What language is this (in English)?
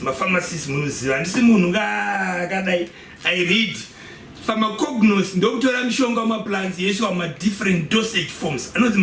Shona